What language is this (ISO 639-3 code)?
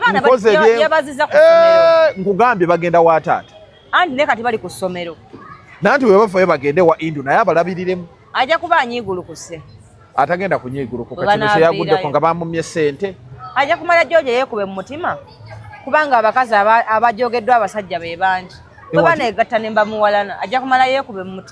lug